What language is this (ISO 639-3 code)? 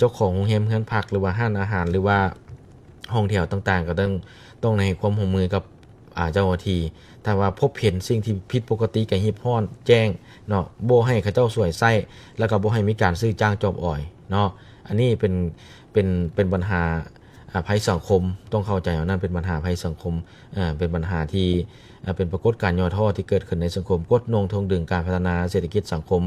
lao